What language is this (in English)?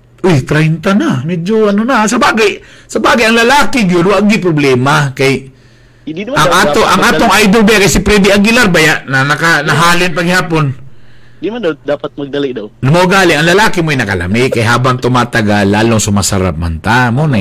Cebuano